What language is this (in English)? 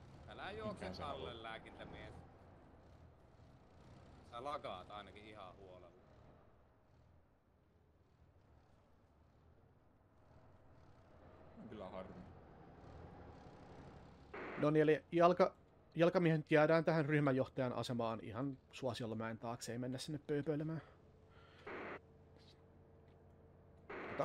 Finnish